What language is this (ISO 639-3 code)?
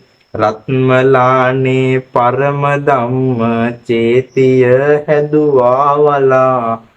sin